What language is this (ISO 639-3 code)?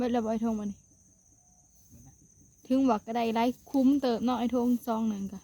tts